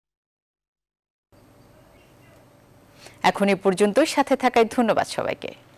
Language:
Bangla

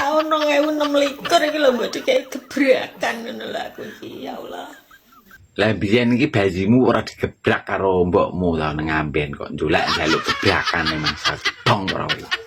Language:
Javanese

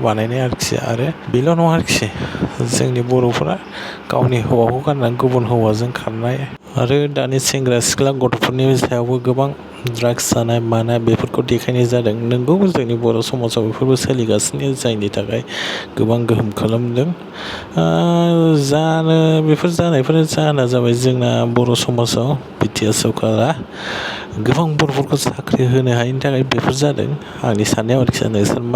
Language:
Bodo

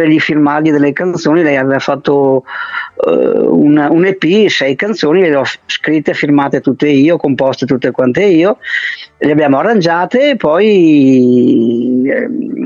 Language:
Italian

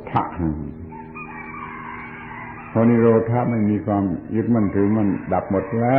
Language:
Thai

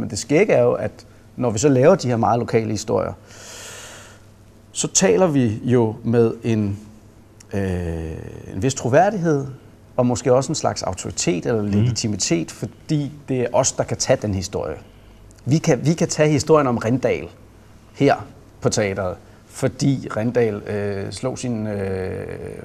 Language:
Danish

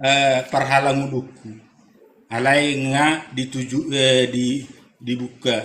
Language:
Batak Toba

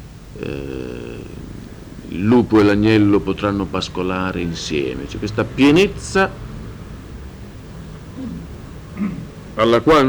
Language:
Italian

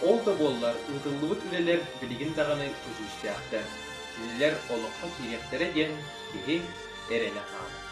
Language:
Yakut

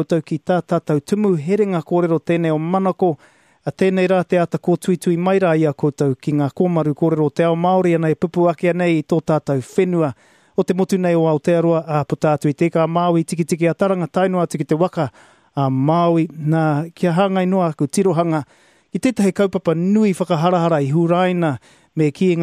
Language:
Māori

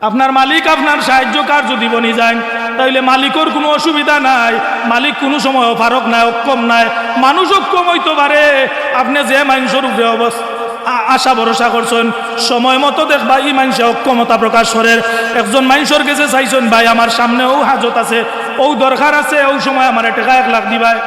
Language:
Sylheti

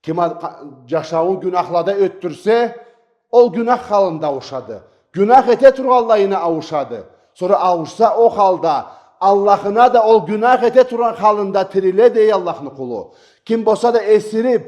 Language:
Karachay-Balkar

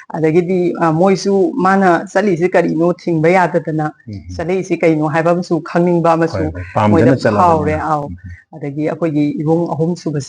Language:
Manipuri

